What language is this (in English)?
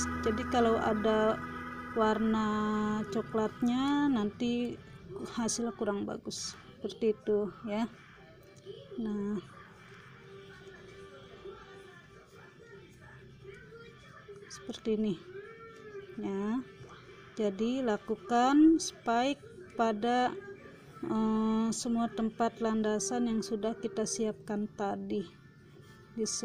Indonesian